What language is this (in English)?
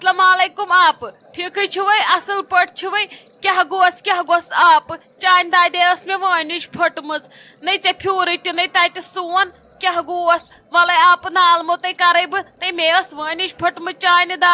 Kashmiri